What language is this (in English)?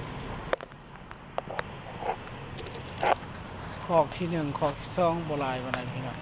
Lao